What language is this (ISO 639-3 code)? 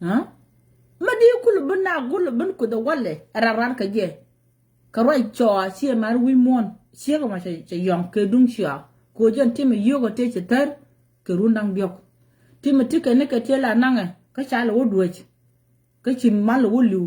nus